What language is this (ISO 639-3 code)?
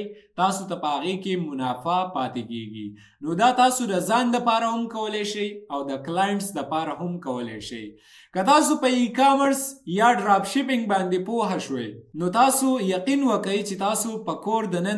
pus